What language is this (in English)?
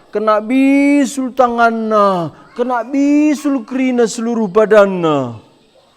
Batak Karo